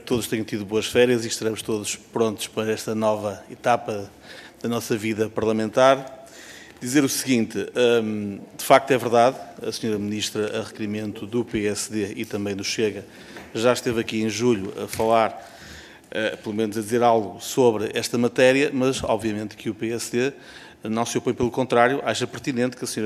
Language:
Portuguese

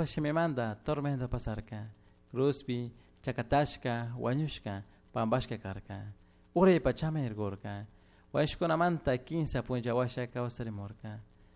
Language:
Chimborazo Highland Quichua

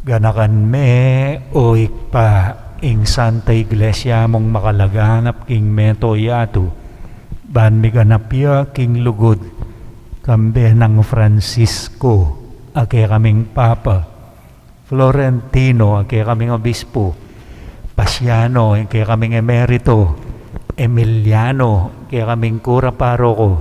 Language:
Pampanga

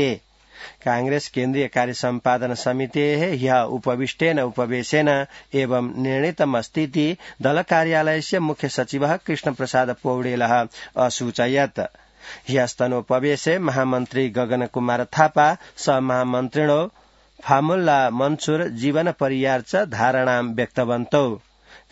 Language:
Sanskrit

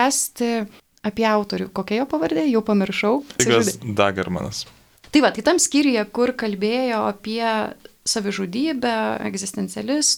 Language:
Lithuanian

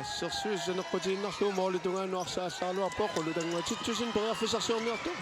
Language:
Kalaallisut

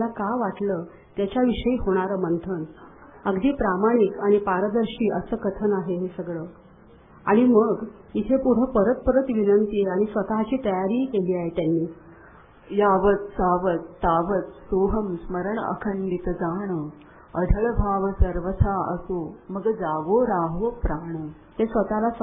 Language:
Marathi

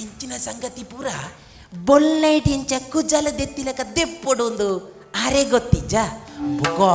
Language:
Tulu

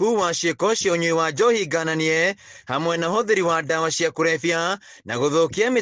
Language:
Kikuyu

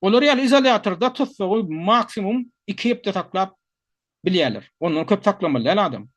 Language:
Turkmen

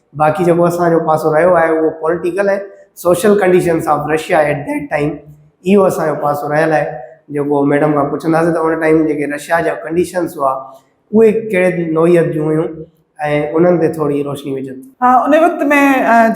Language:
Sindhi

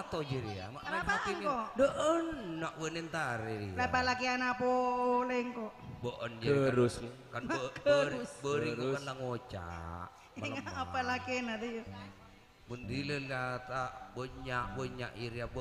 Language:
Madurese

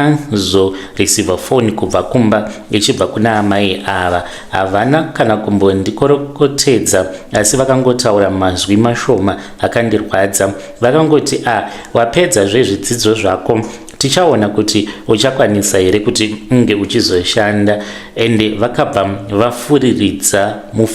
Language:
Shona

